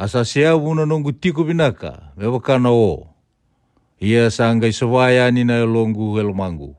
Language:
Fijian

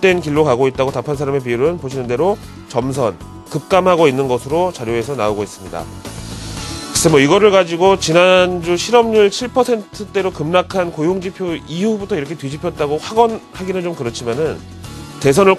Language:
Korean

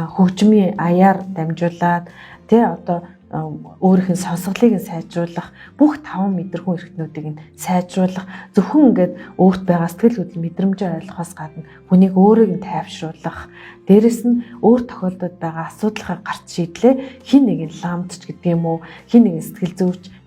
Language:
Mongolian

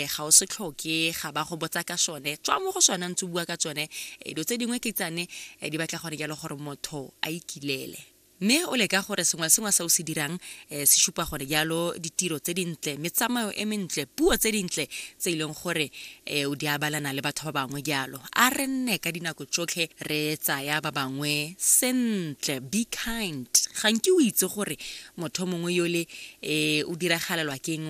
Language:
Tswana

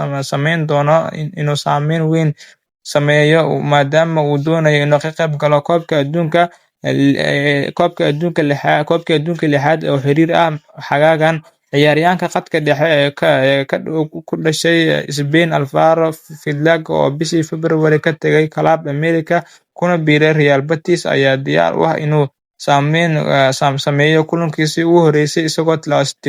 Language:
Somali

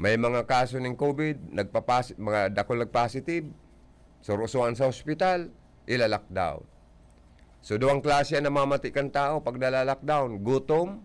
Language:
Bikol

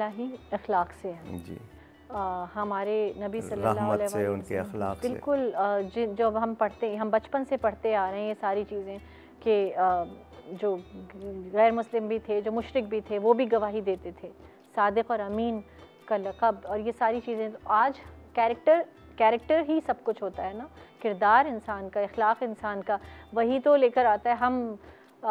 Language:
Urdu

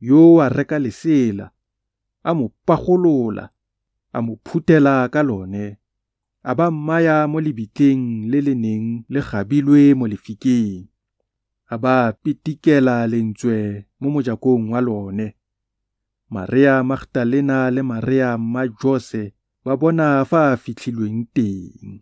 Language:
Tswana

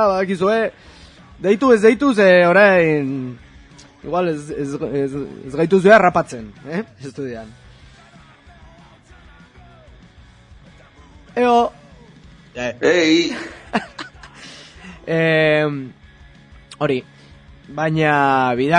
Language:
Basque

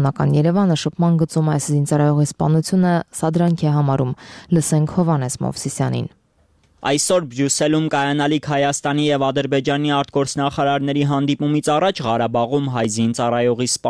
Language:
Armenian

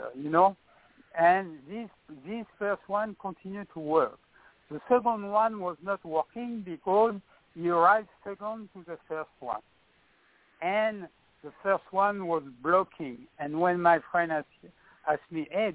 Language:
English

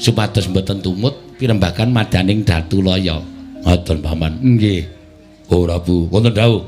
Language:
Javanese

